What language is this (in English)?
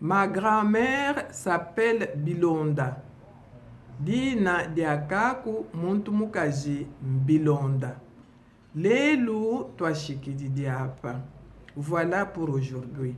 Luba-Lulua